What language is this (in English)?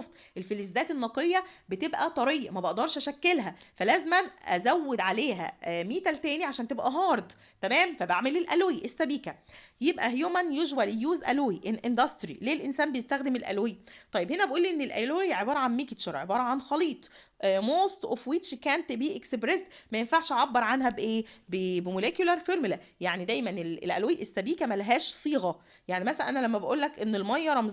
Egyptian Arabic